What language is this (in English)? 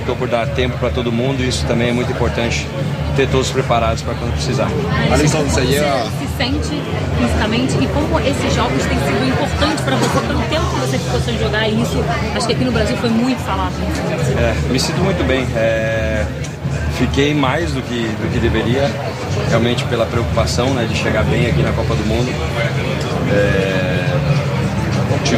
Portuguese